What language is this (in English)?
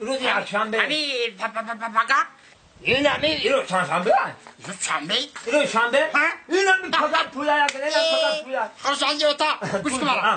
Tajik